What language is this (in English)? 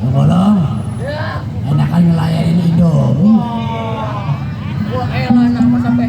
Betawi